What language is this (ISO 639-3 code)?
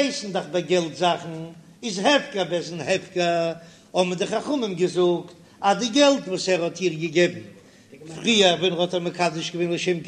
yid